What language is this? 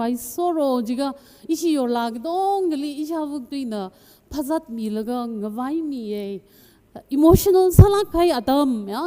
Tangkhul Naga (India)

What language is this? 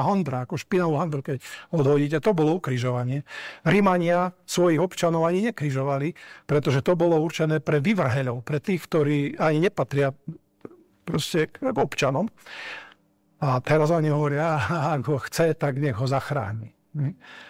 Slovak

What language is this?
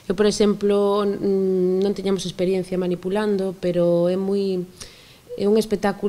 Galician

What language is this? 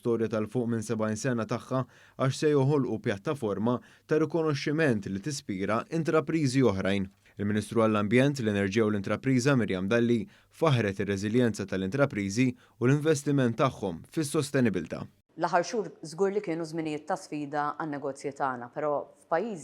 Maltese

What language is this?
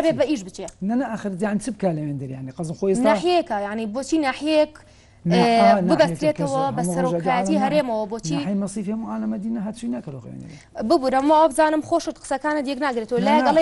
Central Kurdish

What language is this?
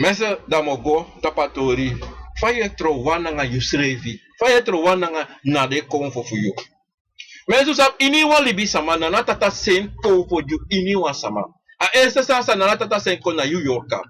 Sranan Tongo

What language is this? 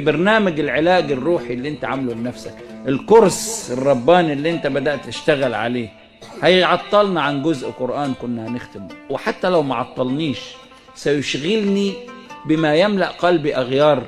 Egyptian Arabic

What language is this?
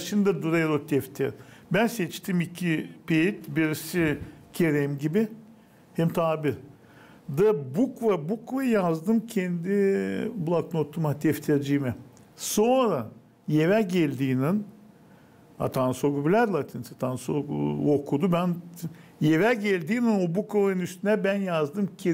Gagauz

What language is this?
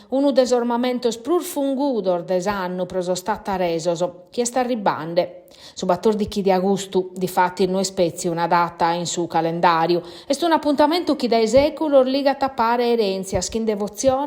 Sardinian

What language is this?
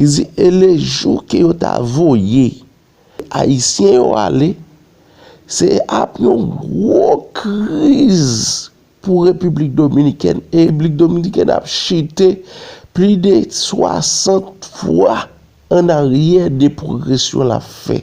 Haitian Creole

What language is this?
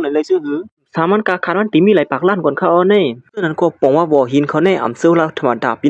Shan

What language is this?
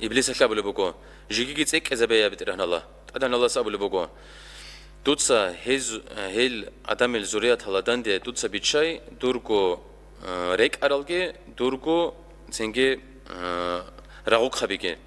Avaric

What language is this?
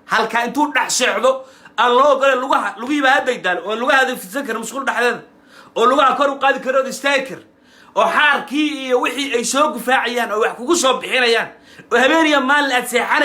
Somali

